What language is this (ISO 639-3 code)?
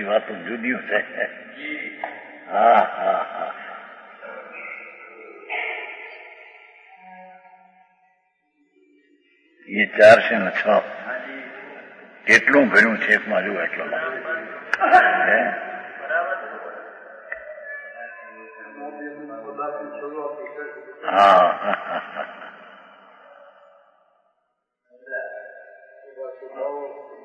guj